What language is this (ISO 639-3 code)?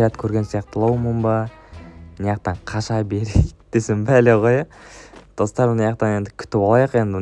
kaz